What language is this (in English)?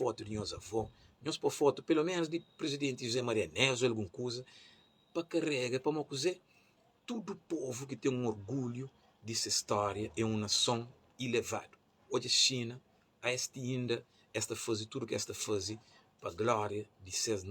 Kabuverdianu